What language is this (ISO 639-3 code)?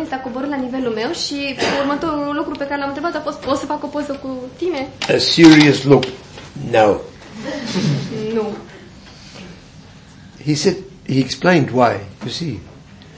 ron